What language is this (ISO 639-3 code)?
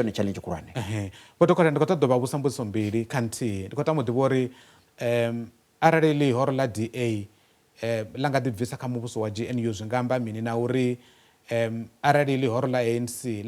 ven